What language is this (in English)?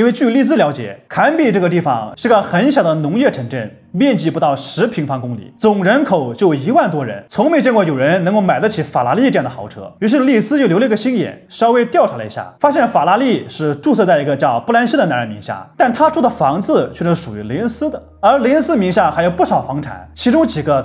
Chinese